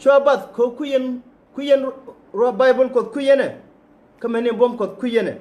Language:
Nuer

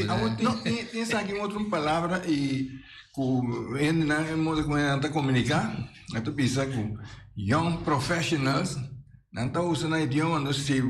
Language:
Papiamento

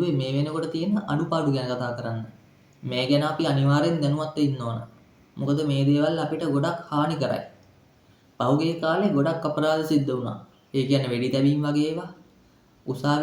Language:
Sinhala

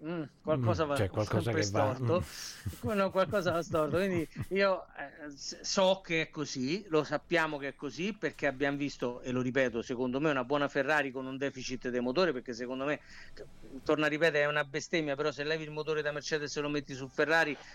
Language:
Italian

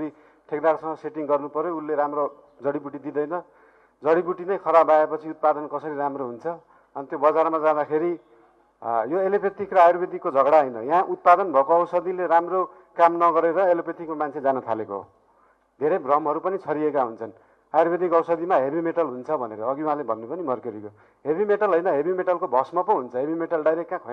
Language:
Nepali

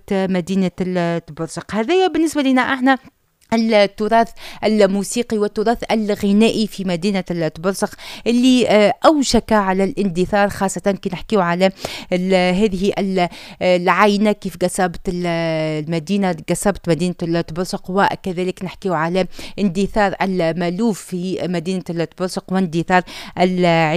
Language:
Tunisian Arabic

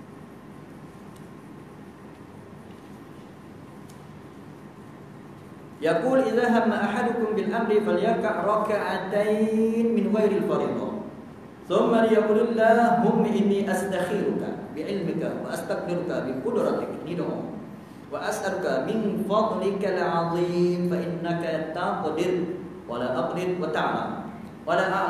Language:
Malay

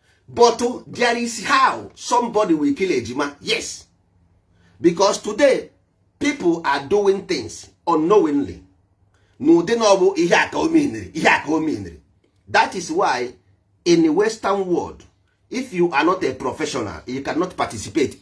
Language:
Igbo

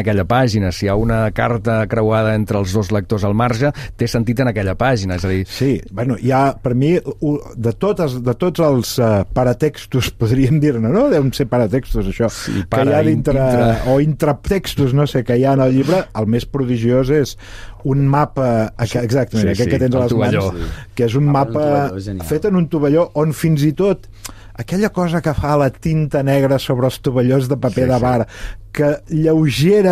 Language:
Catalan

